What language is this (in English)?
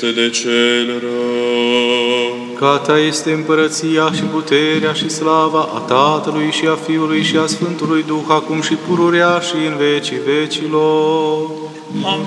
Romanian